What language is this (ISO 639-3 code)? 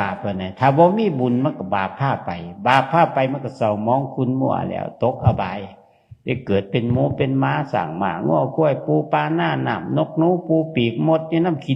tts